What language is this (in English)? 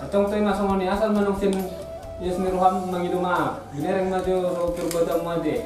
Batak Toba